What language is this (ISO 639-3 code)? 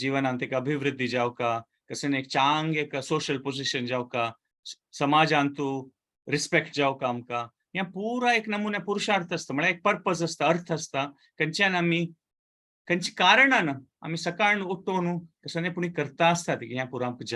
kok